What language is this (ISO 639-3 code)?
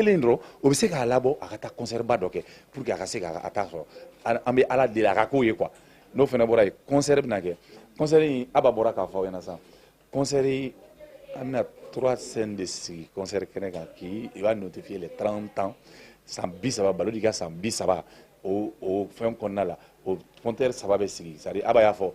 bam